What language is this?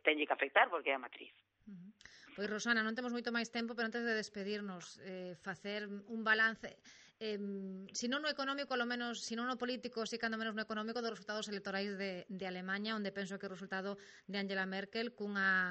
Galician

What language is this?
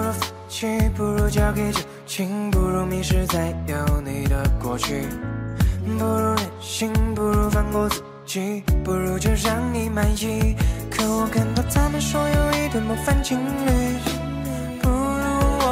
Chinese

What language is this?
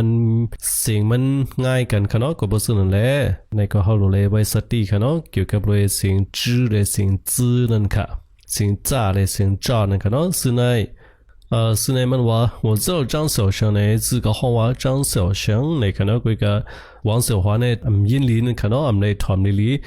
Shan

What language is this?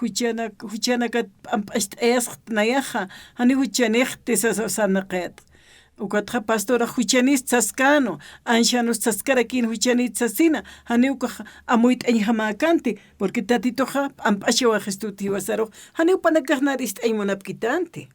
Aymara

